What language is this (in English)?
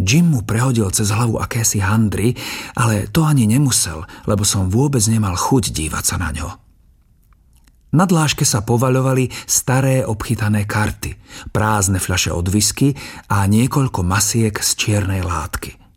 Slovak